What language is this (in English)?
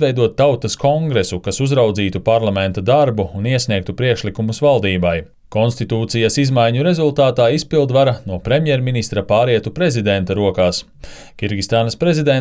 Latvian